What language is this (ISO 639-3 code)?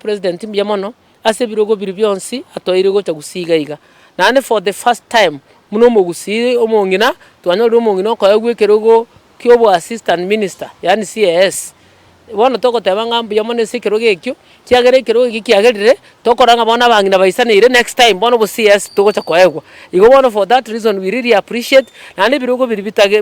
guz